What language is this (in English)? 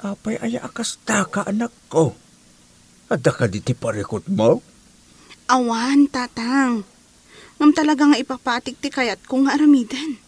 Iloko